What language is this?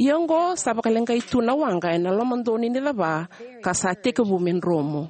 Fijian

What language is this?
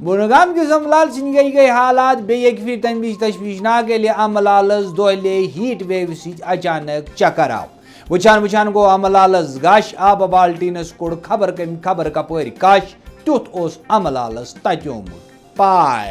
Kashmiri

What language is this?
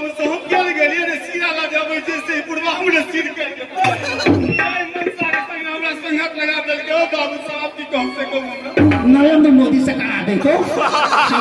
Maithili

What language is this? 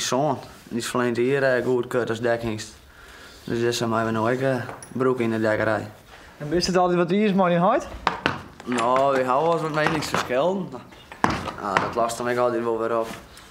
Western Frisian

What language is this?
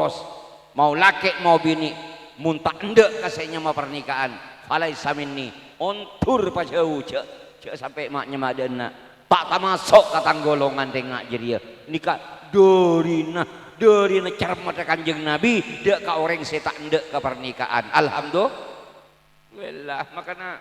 Madurese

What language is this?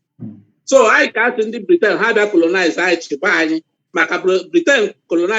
Igbo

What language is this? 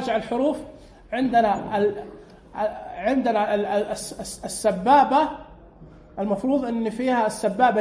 Najdi Arabic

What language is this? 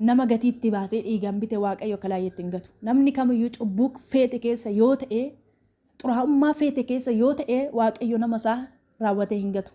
Oromo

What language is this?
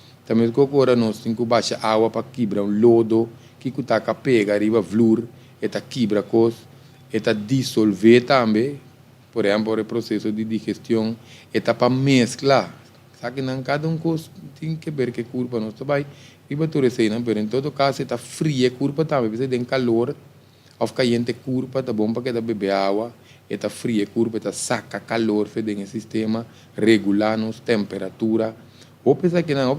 Papiamento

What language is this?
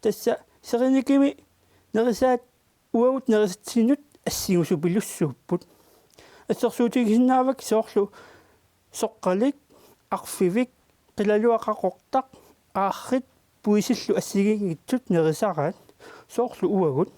Kalaallisut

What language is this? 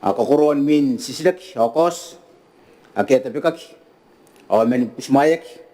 Gilbertese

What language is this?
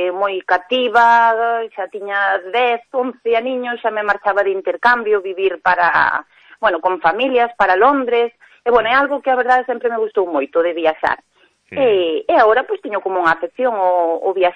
Galician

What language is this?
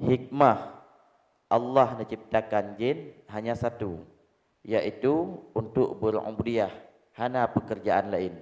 Achinese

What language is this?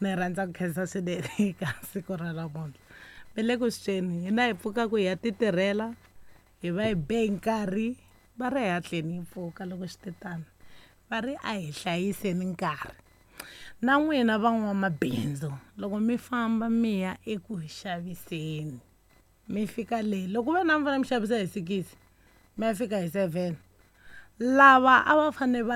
Tsonga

